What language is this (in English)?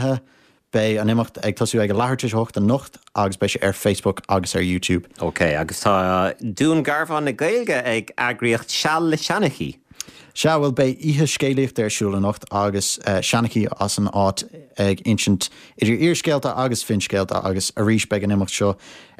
Irish